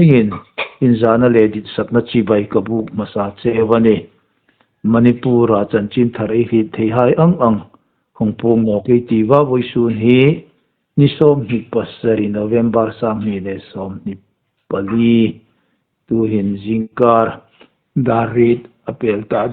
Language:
Hmar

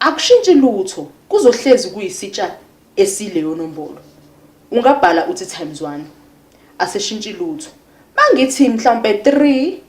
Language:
Zulu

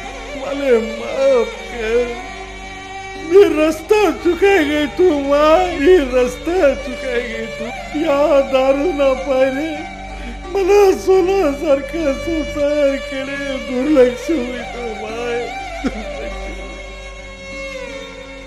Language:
Marathi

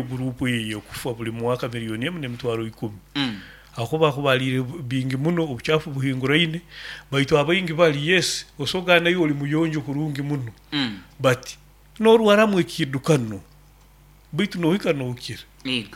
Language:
Nyoro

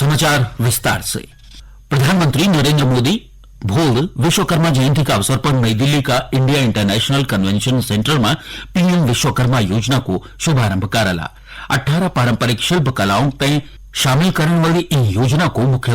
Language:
Garhwali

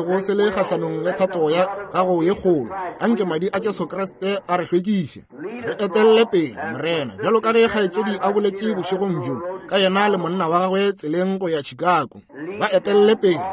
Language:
Northern Sotho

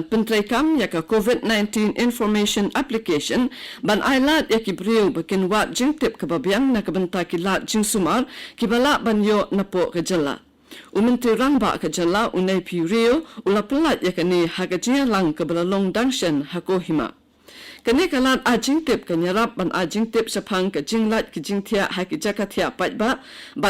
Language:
Khasi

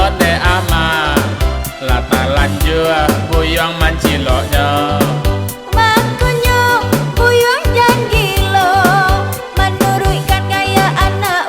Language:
Minangkabau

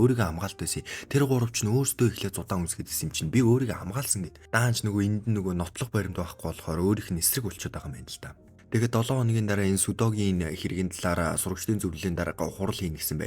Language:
Mongolian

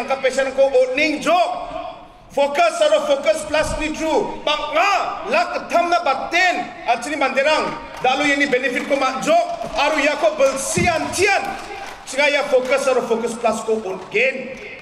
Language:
Garo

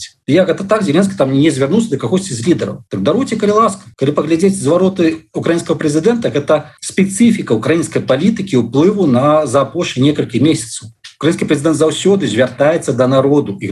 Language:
Belarusian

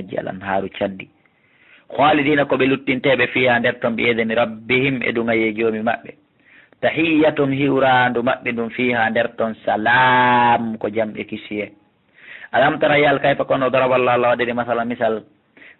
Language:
Fula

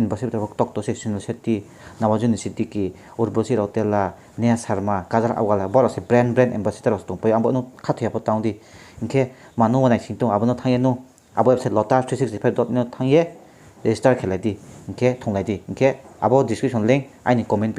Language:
Riang (India)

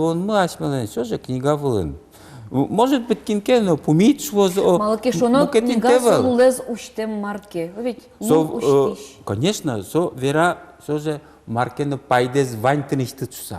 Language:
Udmurt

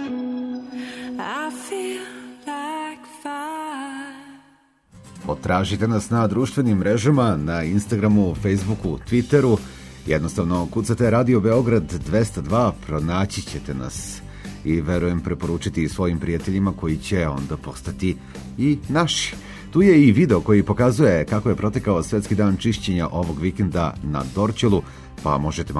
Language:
Serbian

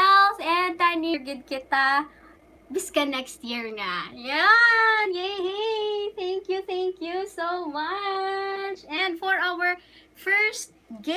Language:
Hiligaynon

